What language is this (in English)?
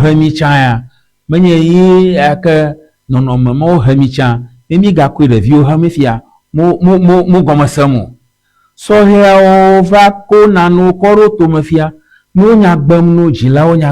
Ewe